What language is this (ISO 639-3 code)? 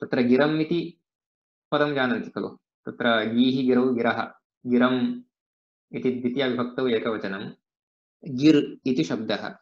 san